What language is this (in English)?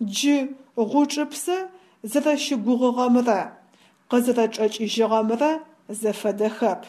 Adyghe